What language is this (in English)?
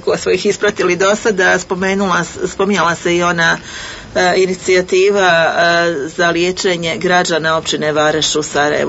Bosnian